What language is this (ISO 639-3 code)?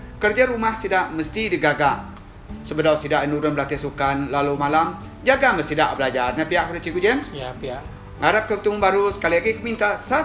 iba